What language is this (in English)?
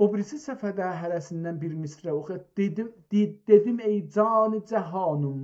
South Azerbaijani